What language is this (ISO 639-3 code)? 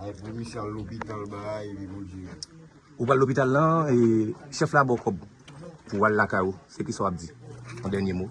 hat